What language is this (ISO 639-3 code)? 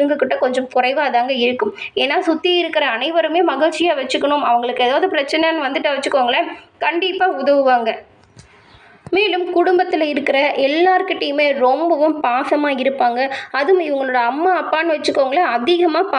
tam